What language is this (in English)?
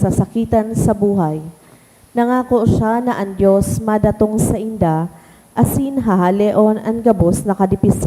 Bikol